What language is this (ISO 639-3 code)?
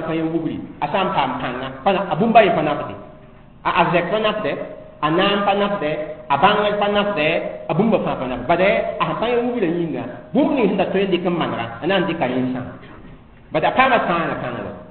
mos